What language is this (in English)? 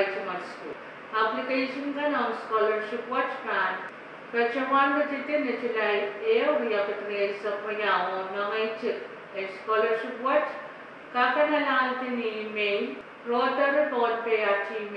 Pohnpeian